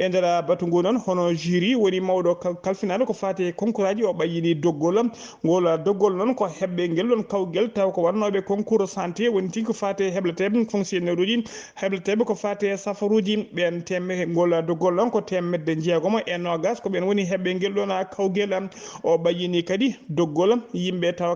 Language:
Fula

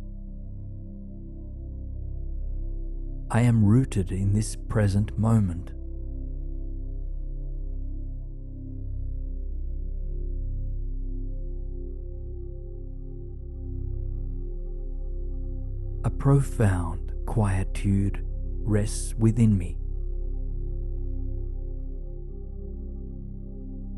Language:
English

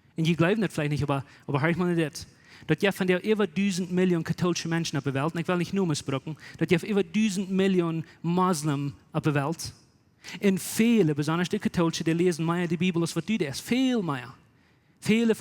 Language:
Plautdietsch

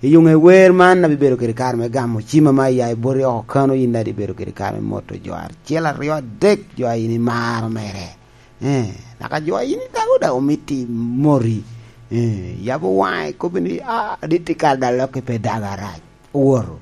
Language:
Lango (Uganda)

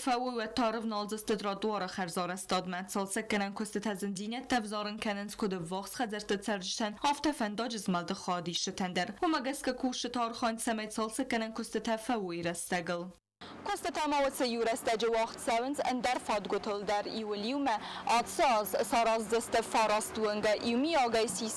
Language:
Ossetic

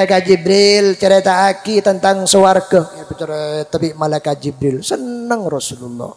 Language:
Madurese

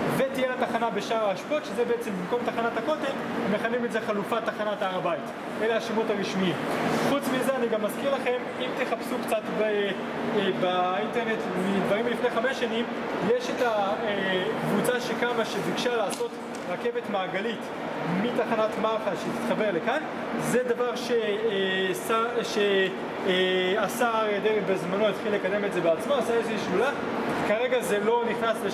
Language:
Hebrew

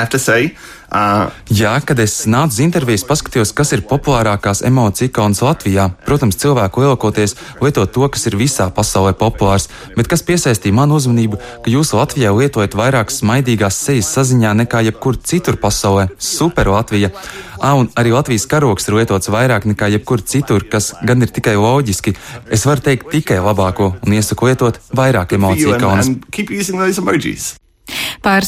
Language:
Latvian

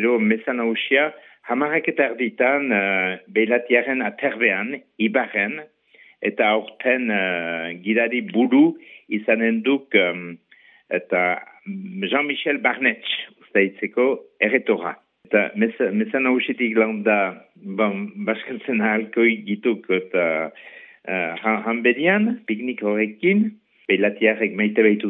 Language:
Basque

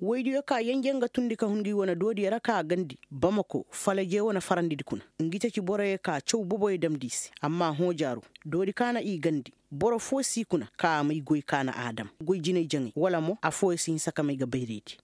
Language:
Koyraboro Senni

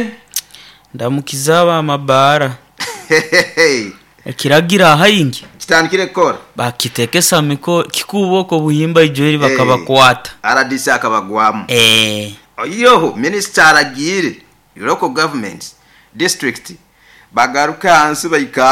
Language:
Nyoro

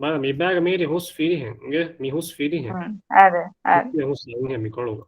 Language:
Divehi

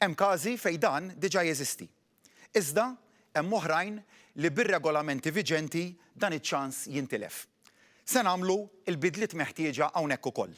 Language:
Maltese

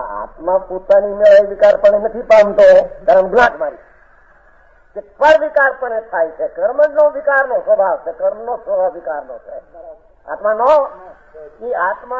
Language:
Gujarati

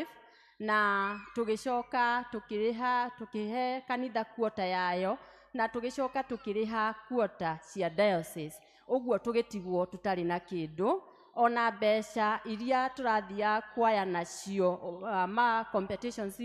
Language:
Kikuyu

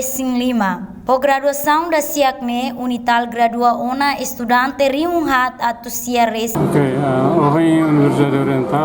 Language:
Tetum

